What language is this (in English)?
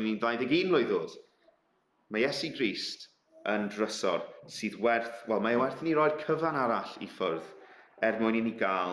Welsh